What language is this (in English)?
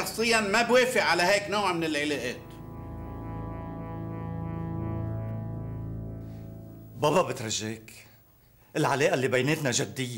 North Levantine Arabic